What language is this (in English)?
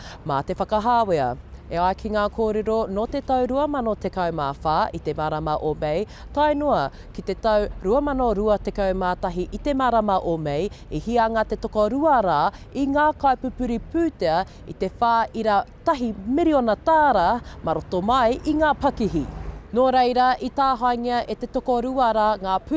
Māori